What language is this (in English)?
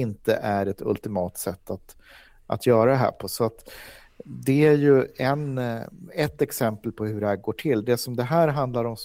Swedish